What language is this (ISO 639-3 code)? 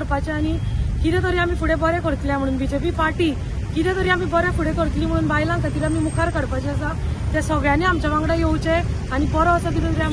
kok